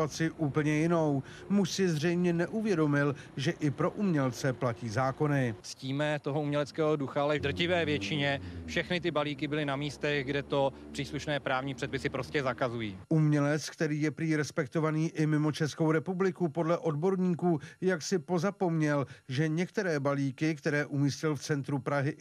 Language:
Czech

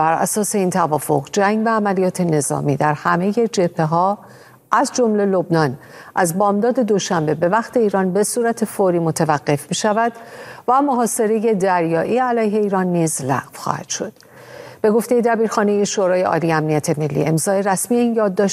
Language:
Persian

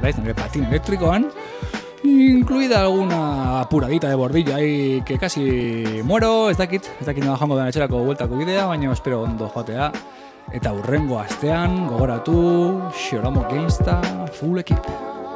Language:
Basque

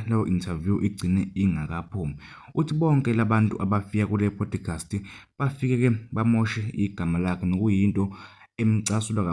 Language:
Zulu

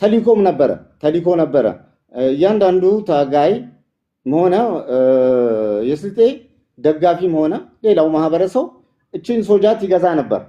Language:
Amharic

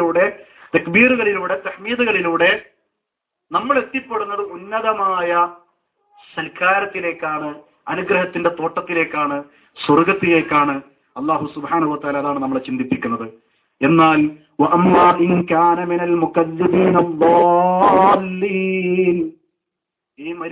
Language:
Malayalam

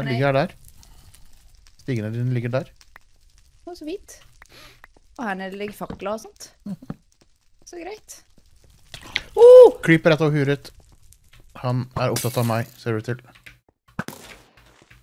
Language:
Norwegian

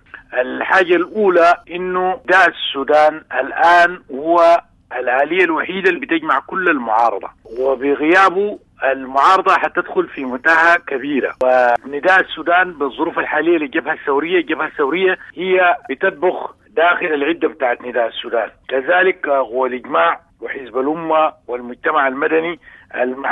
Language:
Sudanese Arabic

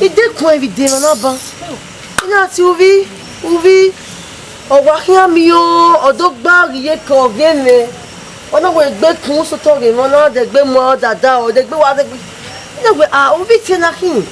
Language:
Bini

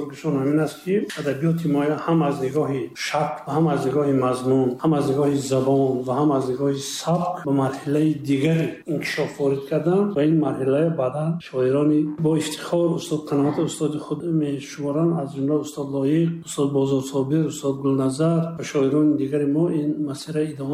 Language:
Tajik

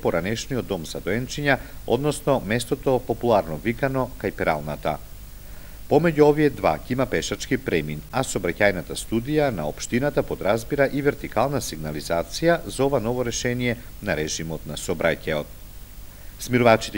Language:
Macedonian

